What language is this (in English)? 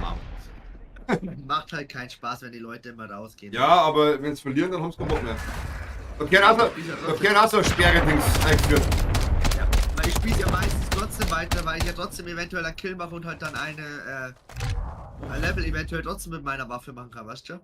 Bavarian